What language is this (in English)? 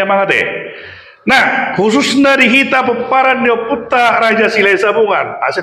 Batak Toba